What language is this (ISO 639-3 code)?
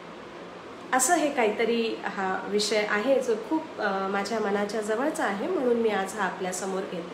mar